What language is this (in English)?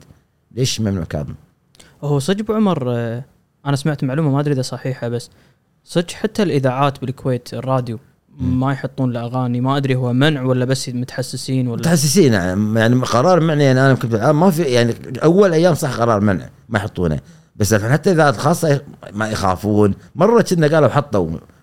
Gulf Arabic